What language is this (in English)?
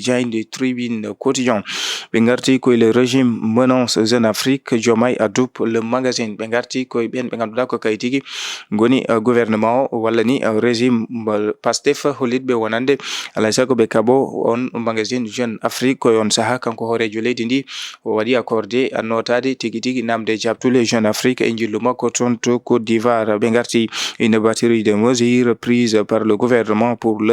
Fula